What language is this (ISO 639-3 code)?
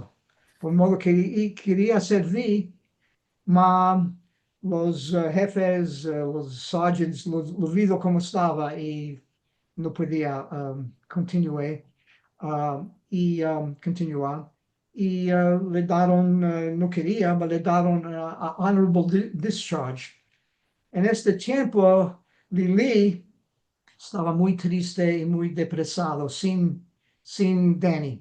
lad